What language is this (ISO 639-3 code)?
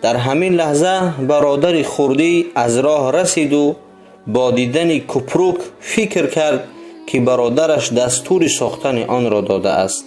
tgk